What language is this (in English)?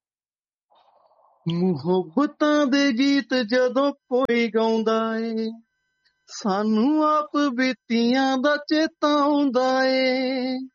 Punjabi